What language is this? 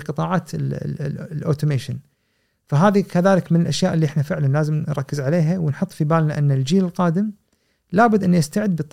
Gulf Arabic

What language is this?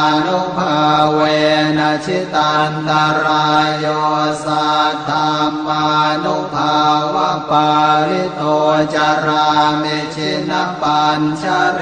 Pali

